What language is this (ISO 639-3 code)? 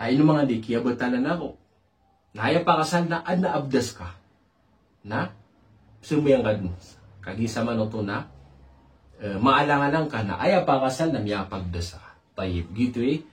mrw